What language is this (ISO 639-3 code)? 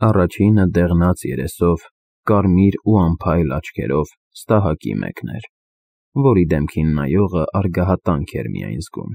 hye